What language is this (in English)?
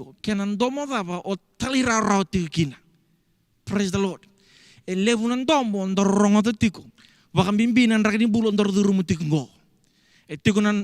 Fijian